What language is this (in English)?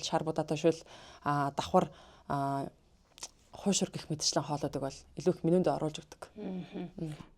Mongolian